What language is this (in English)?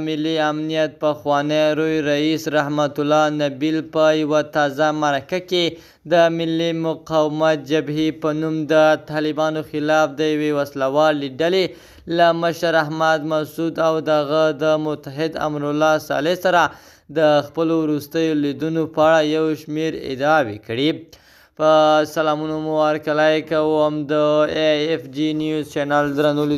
Pashto